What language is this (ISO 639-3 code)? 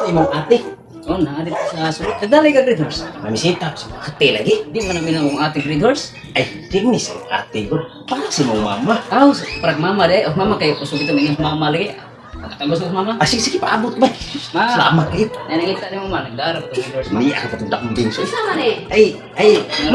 ceb